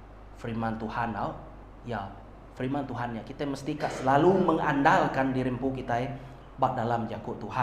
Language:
Iban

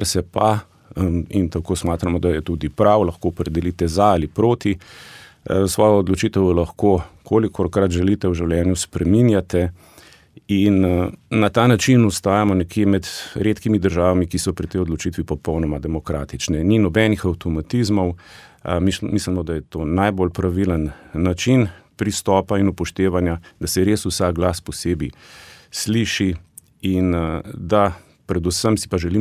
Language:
Slovenian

